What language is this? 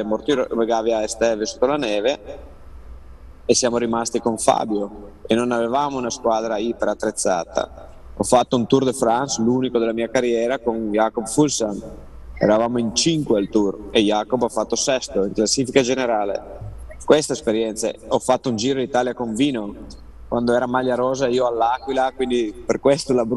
Italian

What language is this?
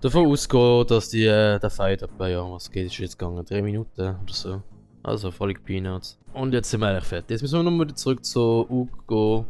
Swiss German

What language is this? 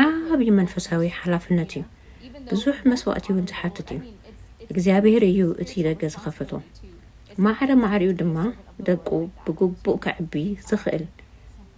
Tigrinya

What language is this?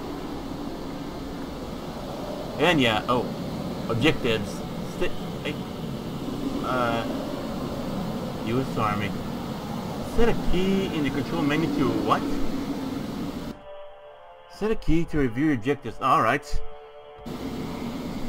English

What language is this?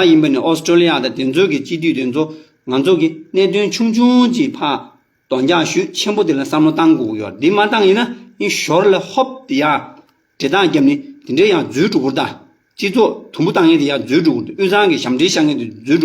Tibetan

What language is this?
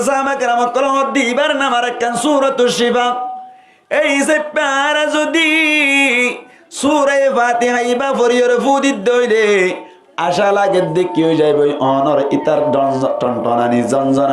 Rohingya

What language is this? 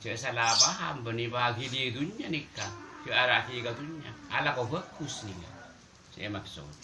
Madurese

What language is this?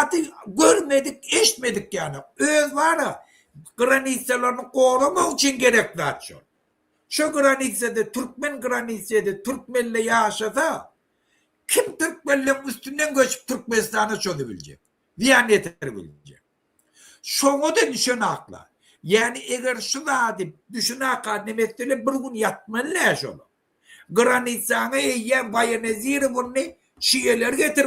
Turkmen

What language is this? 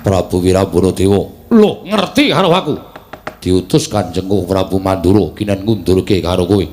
Javanese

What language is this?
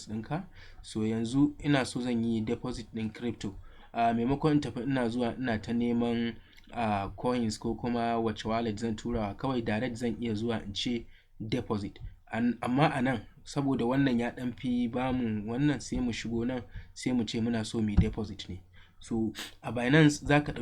Hausa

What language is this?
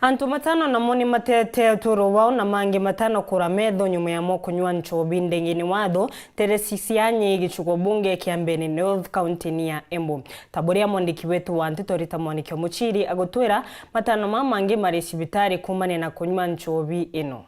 Meru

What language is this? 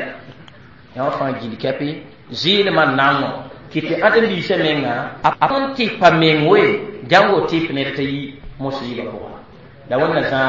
Mossi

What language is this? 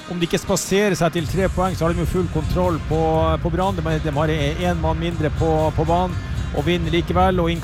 Norwegian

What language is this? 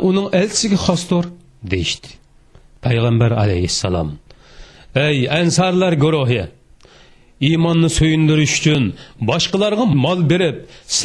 Uyghur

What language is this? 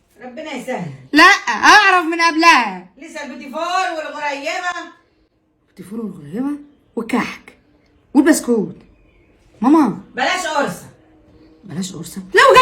Egyptian Arabic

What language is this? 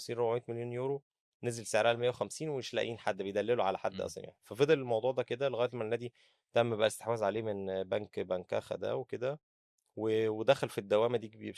Egyptian Arabic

